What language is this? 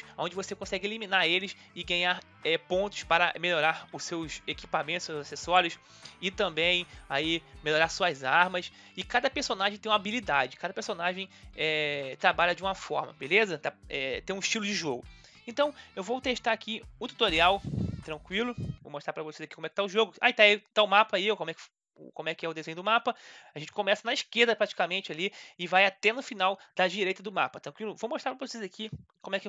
Portuguese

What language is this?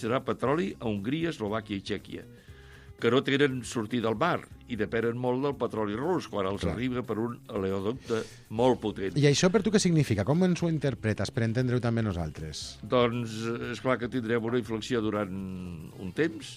Catalan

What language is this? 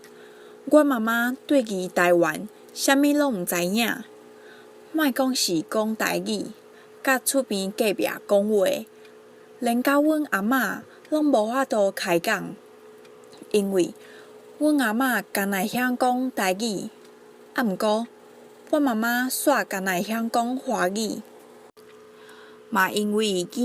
Min Nan Chinese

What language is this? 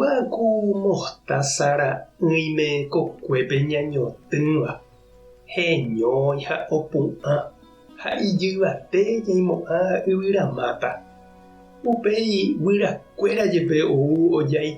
Guarani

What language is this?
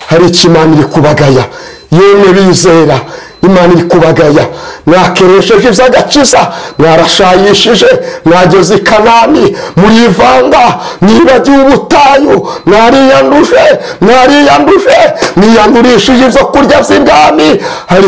Kinyarwanda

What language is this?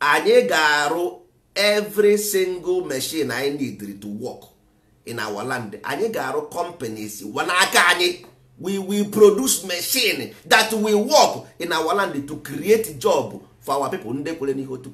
Igbo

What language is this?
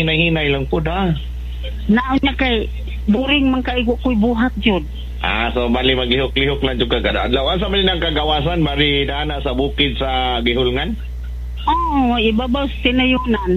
Cebuano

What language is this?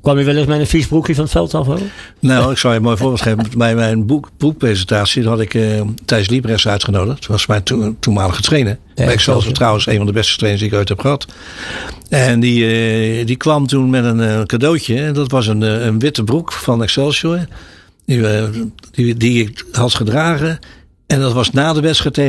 Dutch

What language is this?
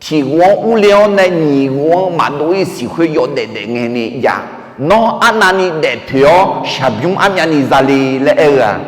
Akha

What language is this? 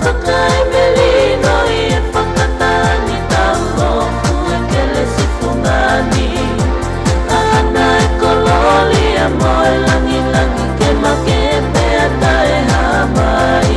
Tongan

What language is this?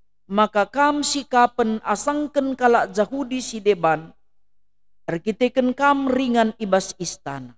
Batak Karo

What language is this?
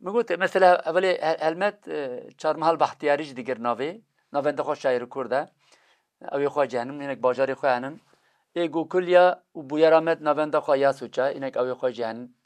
Kurdish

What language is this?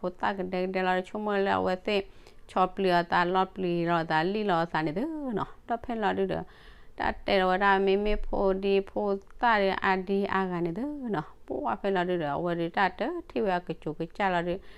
S'gaw Karen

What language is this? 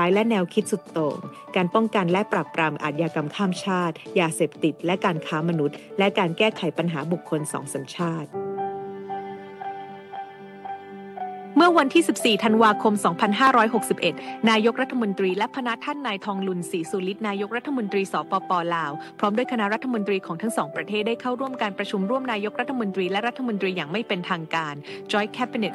Thai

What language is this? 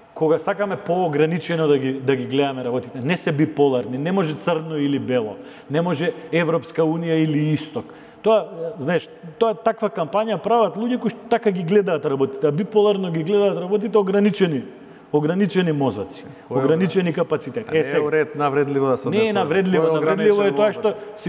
Macedonian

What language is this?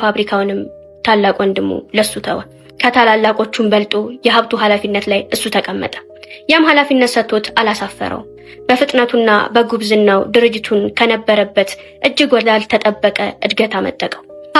Amharic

